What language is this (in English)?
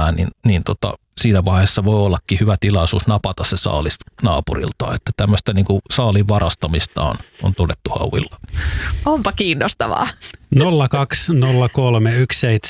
Finnish